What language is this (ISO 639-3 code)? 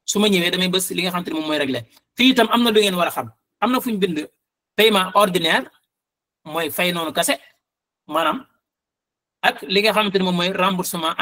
wol